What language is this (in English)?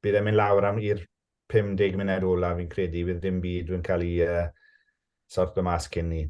Welsh